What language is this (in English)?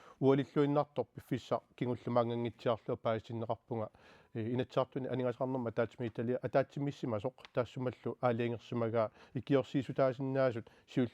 Kalaallisut